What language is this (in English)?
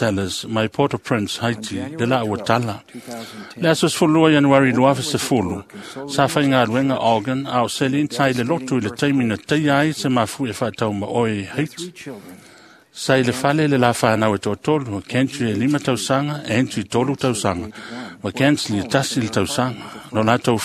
Samoan